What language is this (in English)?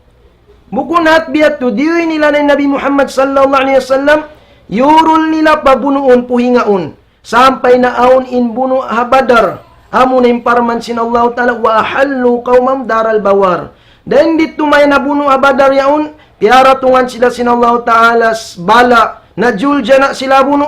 Tausug